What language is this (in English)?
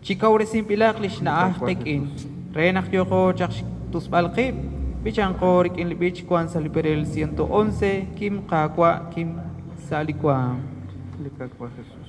Kekchí